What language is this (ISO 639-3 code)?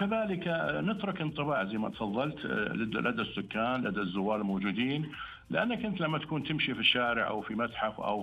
ars